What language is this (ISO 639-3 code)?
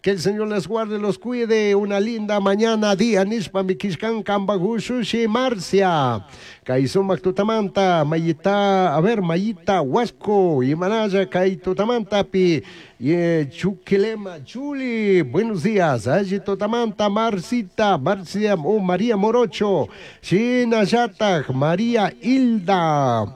qug